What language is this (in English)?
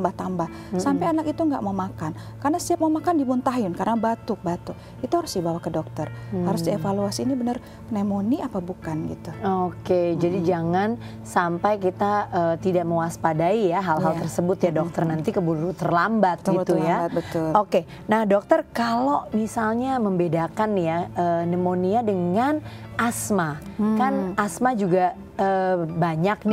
Indonesian